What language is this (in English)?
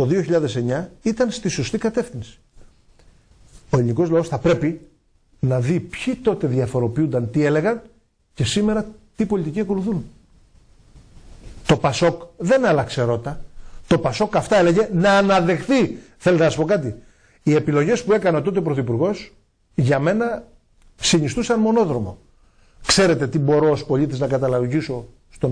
Greek